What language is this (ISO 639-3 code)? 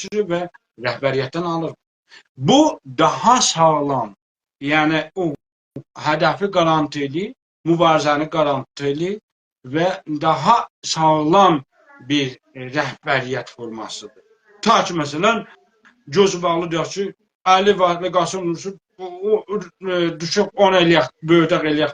azb